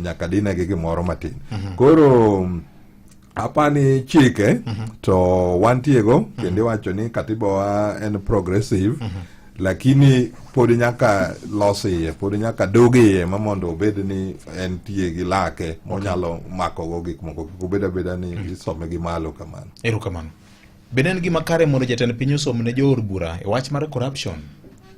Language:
Luo (Kenya and Tanzania)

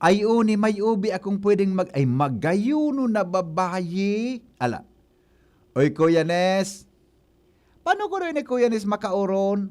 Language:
Bikol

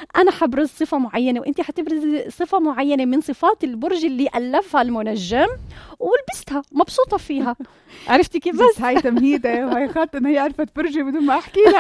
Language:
North Levantine Arabic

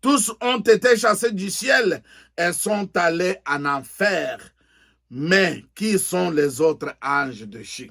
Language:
Luba-Lulua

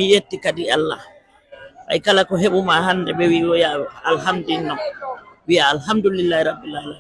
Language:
Fula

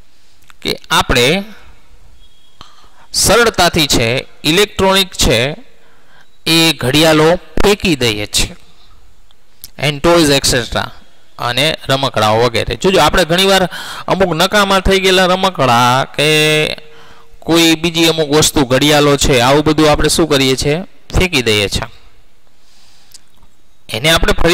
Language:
Gujarati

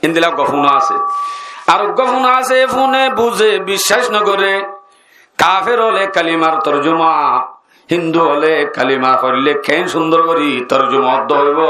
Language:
Rohingya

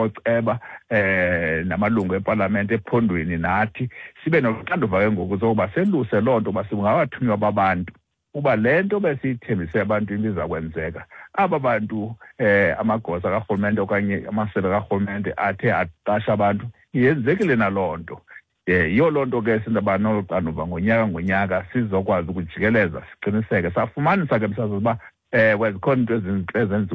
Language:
Xhosa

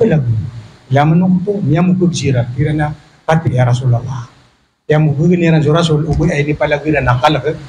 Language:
Maranao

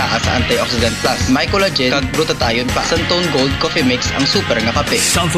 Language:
Hiligaynon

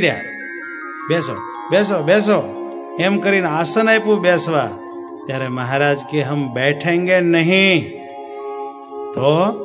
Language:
Gujarati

